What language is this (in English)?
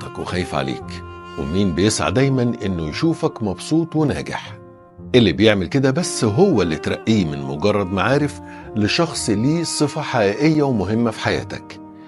Egyptian Arabic